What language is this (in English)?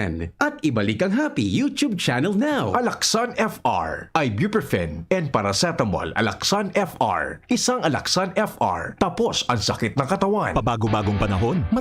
Bikol